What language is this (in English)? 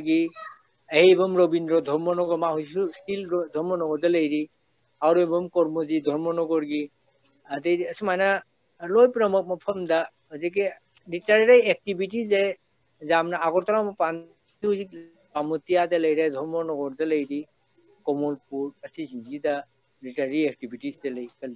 Manipuri